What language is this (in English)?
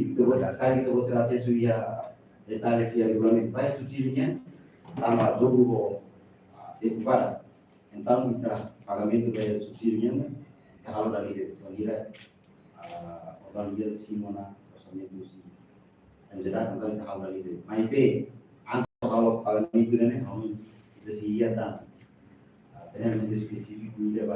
Tetum